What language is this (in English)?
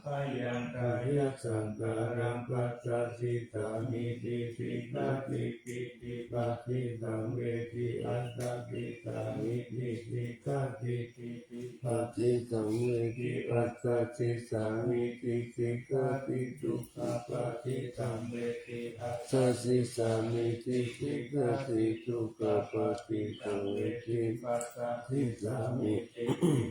Pali